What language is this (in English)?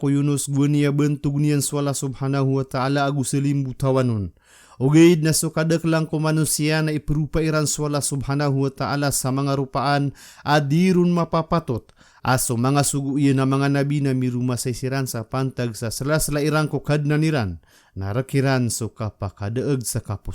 Maranao